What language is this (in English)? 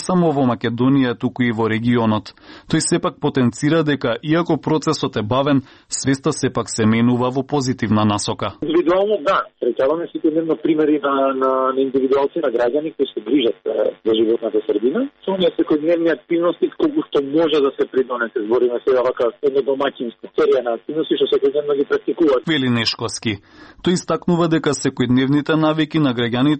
Macedonian